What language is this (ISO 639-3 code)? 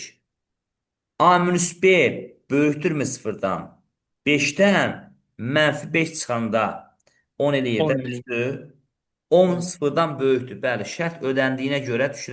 aze